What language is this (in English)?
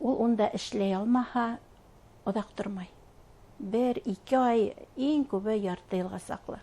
Bashkir